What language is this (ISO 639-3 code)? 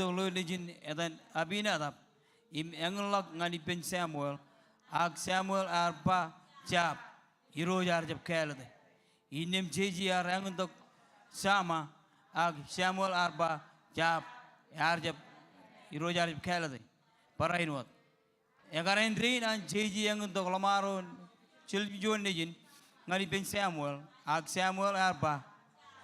mah